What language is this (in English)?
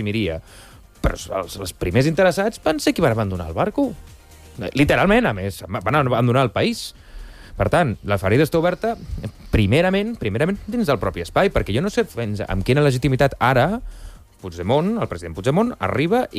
Catalan